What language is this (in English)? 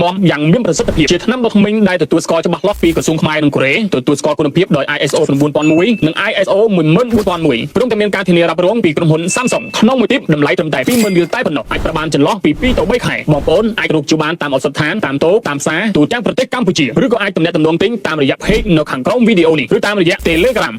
Khmer